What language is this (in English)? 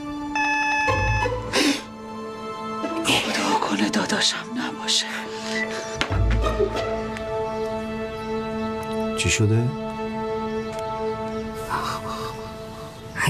Persian